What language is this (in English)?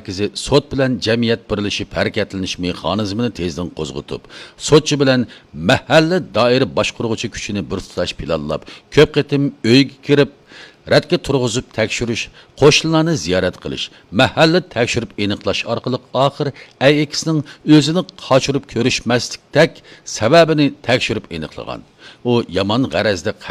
Uyghur